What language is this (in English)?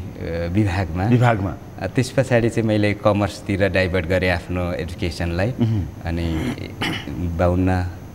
Nepali